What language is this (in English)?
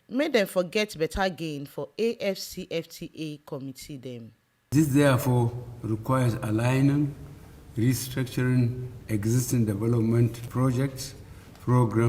Nigerian Pidgin